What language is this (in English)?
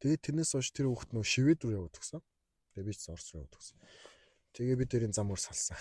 Mongolian